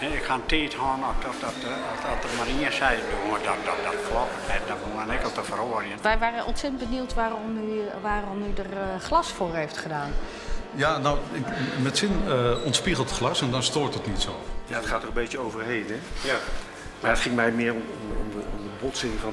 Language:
Western Frisian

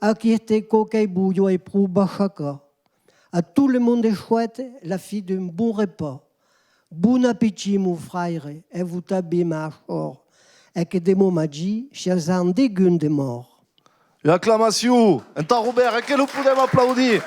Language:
Occitan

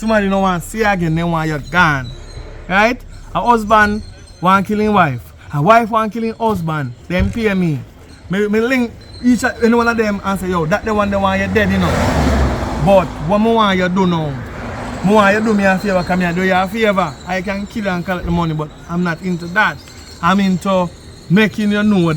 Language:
Jamaican Creole English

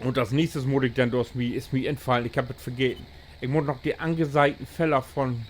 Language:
Low German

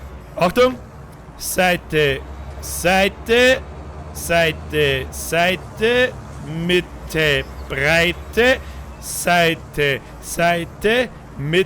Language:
Bavarian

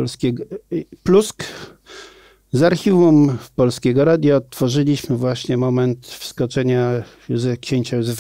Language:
Polish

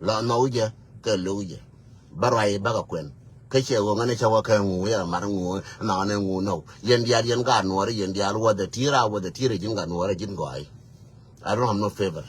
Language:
Nuer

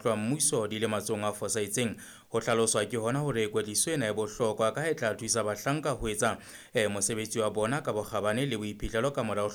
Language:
Southern Sotho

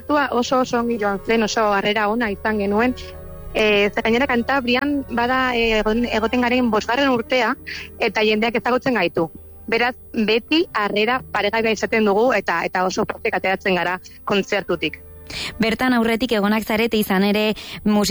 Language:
Basque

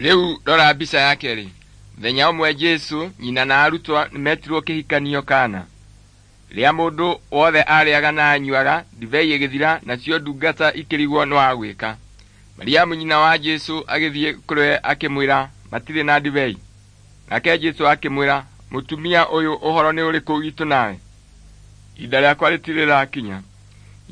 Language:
Kikuyu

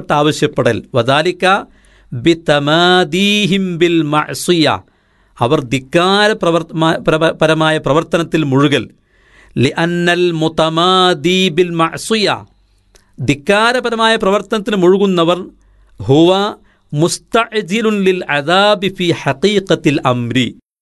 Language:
Malayalam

